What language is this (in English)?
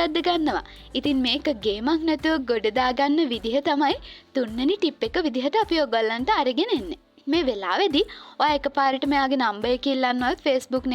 Sinhala